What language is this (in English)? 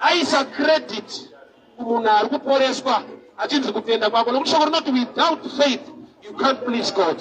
Shona